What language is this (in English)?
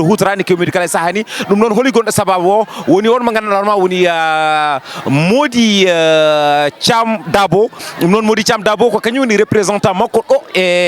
Fula